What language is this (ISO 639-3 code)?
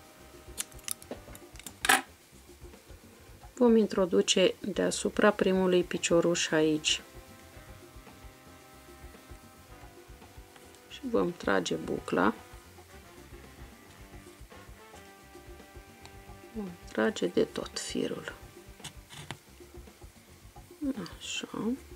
ron